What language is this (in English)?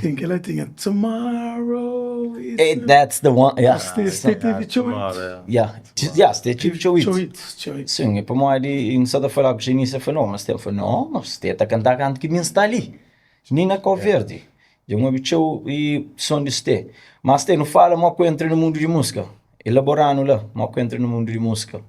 Kabuverdianu